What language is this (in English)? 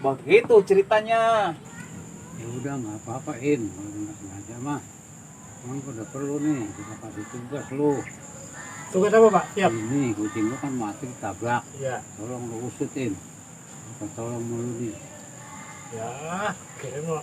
Betawi